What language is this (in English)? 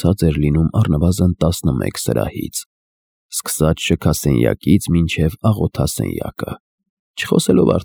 Armenian